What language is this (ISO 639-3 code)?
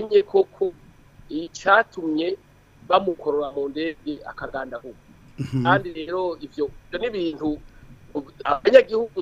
run